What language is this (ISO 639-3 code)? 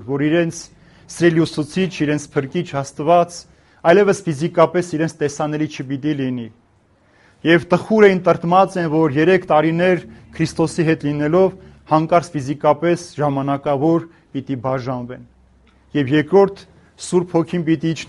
hye